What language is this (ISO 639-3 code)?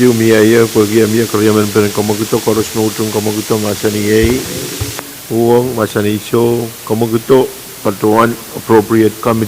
pon